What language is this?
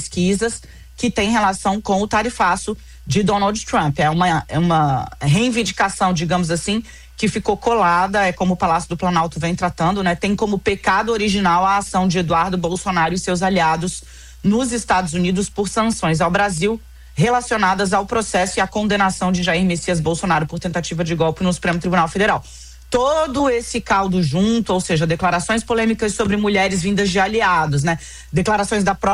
Portuguese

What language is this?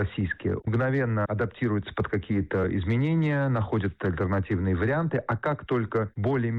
Russian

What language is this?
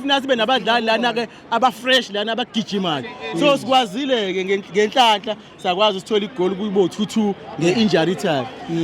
Zulu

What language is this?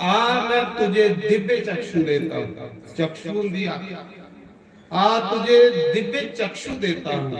Dogri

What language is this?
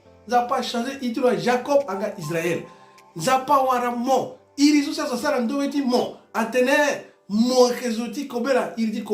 Sango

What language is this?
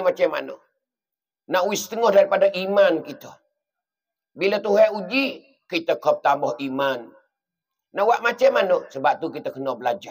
Pattani Malay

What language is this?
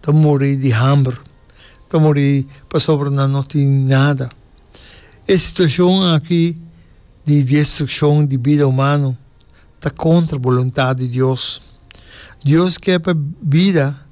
Papiamento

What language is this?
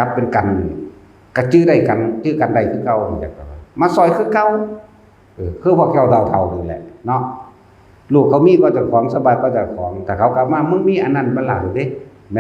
Northeastern Thai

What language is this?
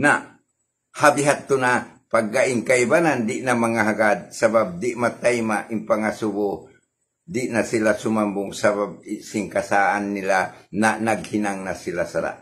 Tausug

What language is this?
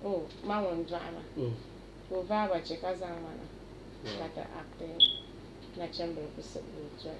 Dagbani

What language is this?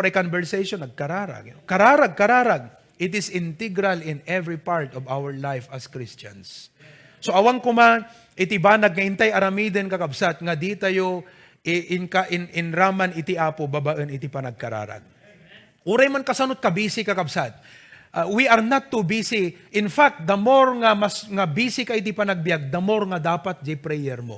Iloko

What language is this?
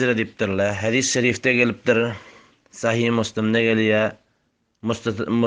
Turkmen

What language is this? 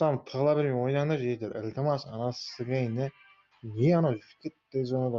Kara-Kalpak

